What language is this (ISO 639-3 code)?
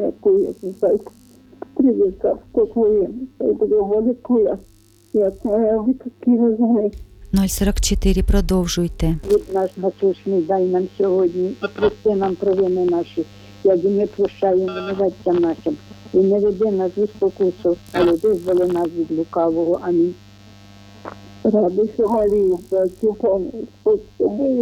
ukr